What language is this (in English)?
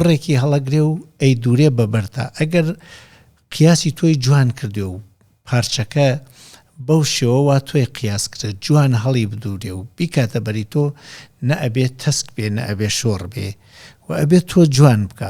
Central Kurdish